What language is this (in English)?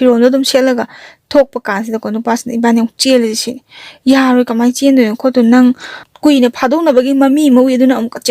Manipuri